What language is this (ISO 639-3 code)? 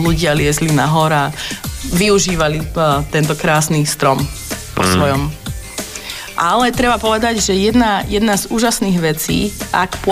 slk